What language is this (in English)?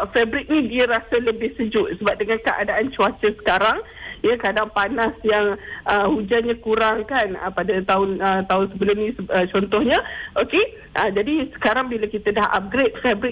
Malay